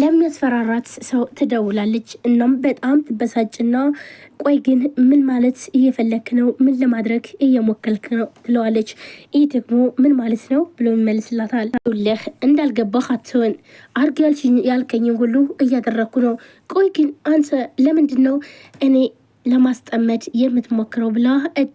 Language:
Amharic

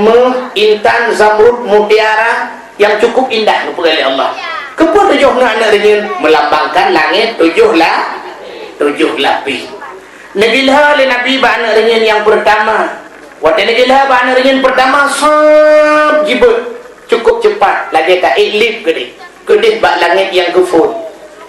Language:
Achinese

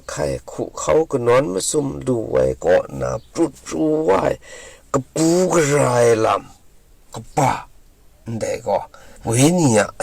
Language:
Kachin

